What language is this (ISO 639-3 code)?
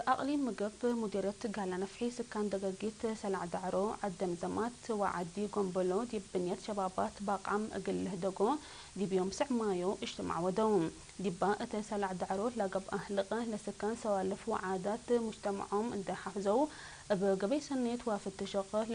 tig